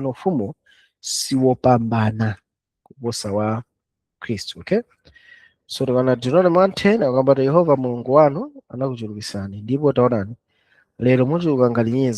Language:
Nyanja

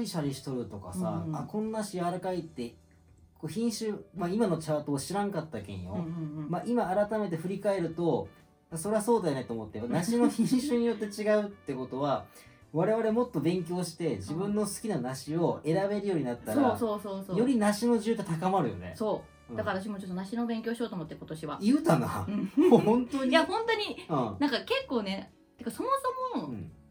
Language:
Japanese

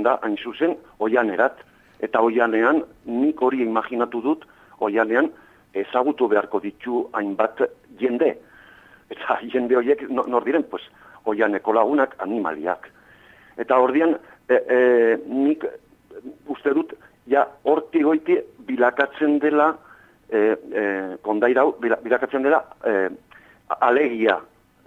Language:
Basque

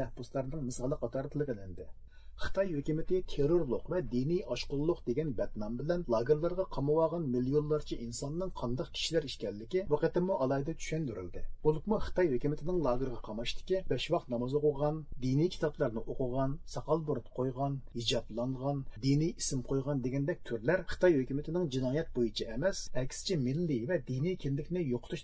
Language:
Uyghur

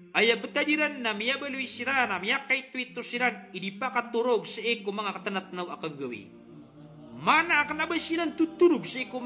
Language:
Maranao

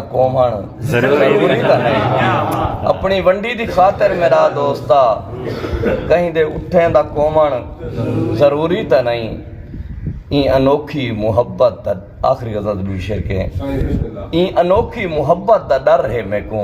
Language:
Saraiki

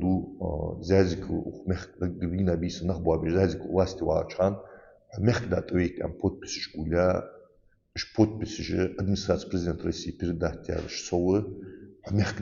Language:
Ingush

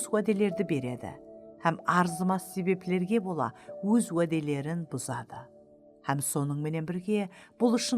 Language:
Kara-Kalpak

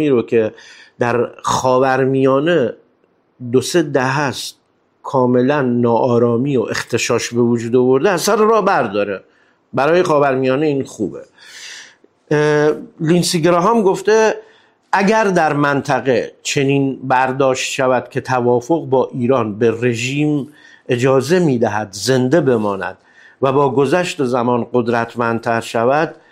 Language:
Persian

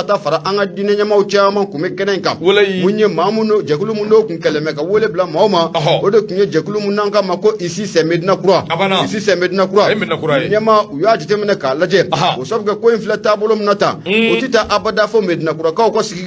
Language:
Bambara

